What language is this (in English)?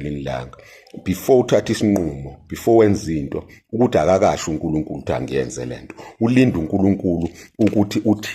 Zulu